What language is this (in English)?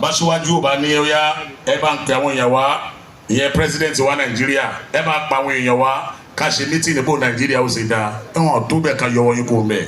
Yoruba